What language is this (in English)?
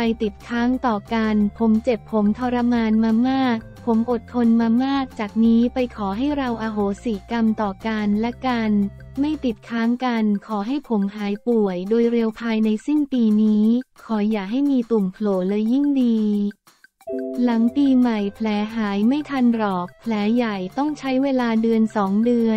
Thai